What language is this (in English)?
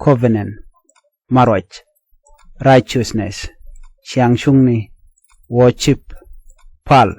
Nuer